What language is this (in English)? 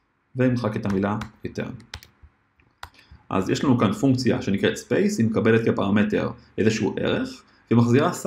Hebrew